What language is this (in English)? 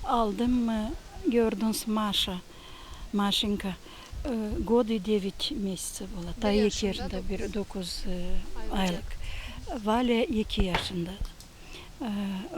Gagauz